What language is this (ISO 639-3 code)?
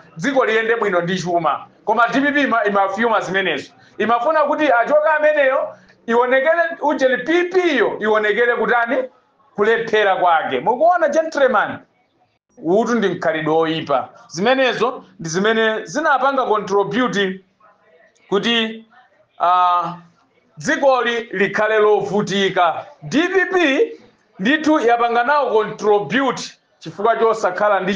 nya